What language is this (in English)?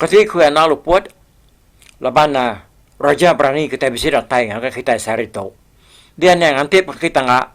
Iban